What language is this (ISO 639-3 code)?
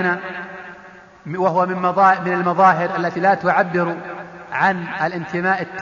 ara